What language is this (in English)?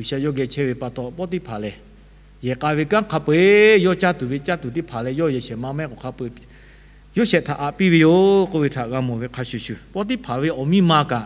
Lahu